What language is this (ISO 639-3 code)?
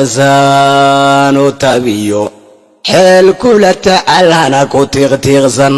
som